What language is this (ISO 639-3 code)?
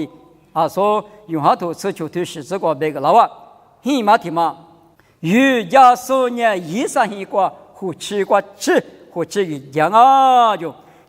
lis